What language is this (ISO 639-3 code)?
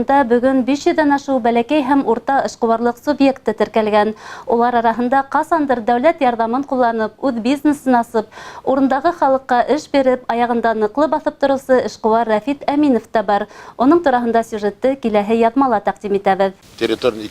bak